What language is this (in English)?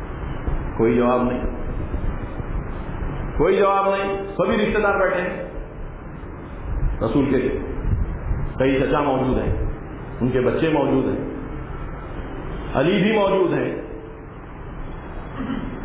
Urdu